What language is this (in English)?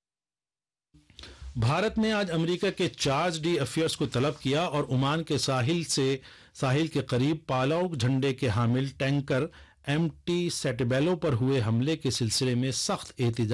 Urdu